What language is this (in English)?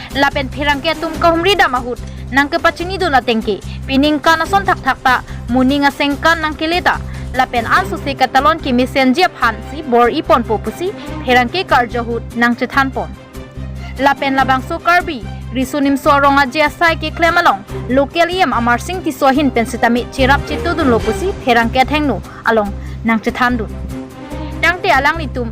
Karbi